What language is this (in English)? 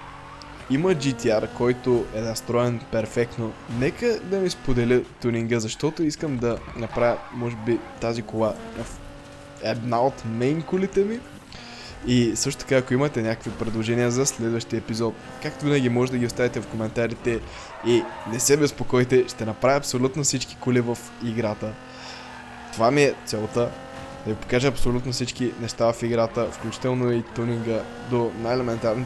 Bulgarian